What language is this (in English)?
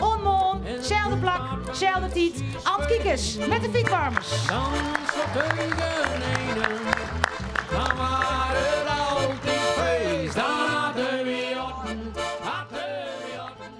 Western Frisian